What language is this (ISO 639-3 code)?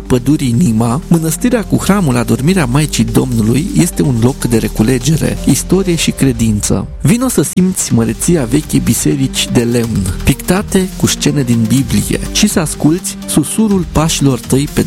ron